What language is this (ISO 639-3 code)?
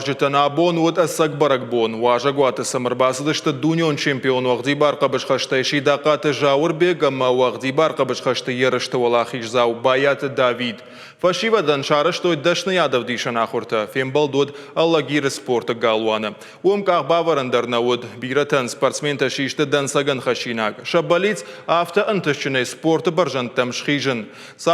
oss